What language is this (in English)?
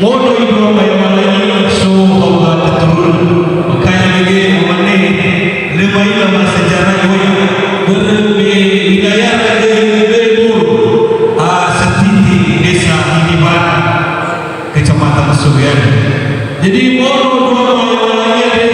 Nias